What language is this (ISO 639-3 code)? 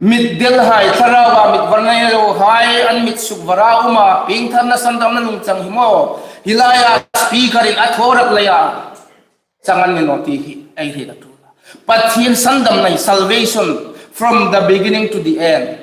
hmr